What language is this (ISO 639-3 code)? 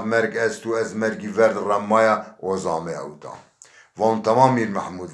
zza